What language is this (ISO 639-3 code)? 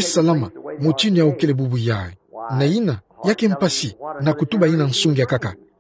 ktu